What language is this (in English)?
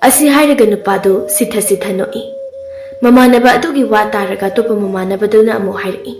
Manipuri